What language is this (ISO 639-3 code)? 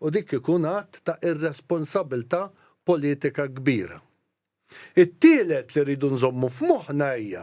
mlt